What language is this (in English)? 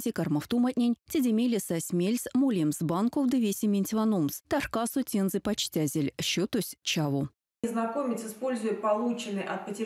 Erzya